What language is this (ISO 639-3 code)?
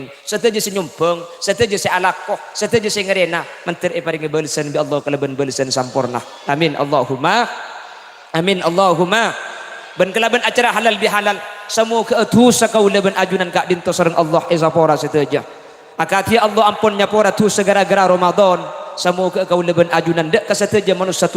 mad